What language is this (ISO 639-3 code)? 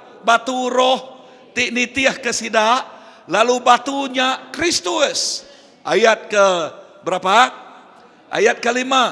iba